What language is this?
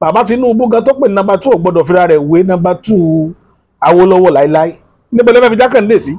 Yoruba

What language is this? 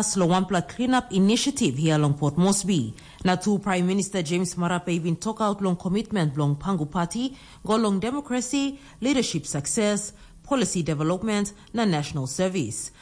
Tok Pisin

